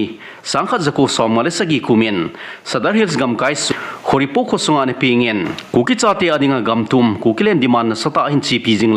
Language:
Thado Chin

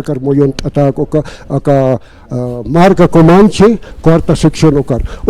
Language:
Aymara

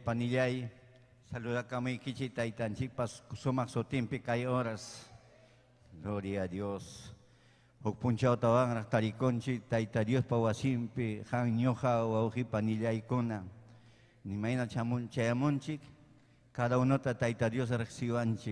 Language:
Ayacucho Quechua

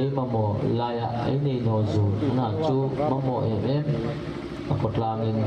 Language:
Hmar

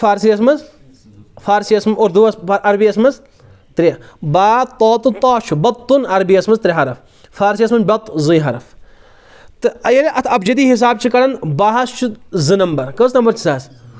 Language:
Kashmiri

